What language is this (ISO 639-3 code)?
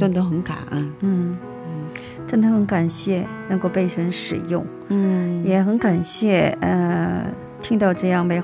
zho